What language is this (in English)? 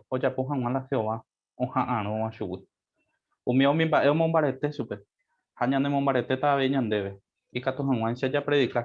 Guarani